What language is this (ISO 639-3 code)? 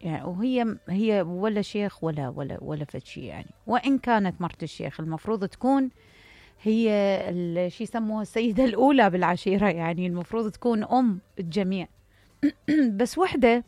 acm